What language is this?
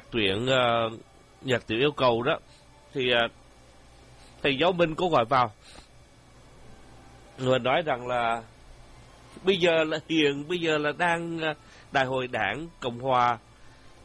Vietnamese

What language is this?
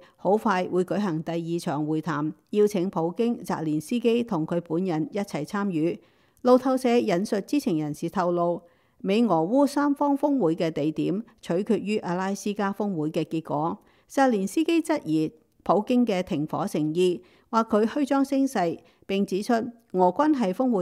Cantonese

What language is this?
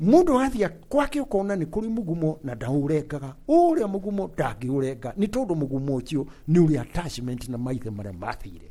Kikuyu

